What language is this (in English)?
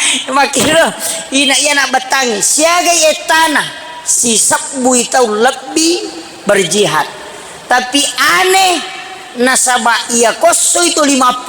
Buginese